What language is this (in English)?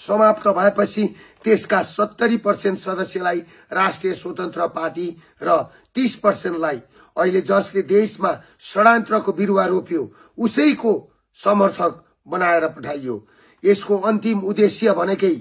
Nepali